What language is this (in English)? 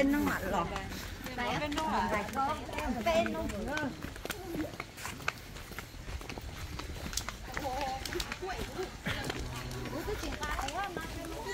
Vietnamese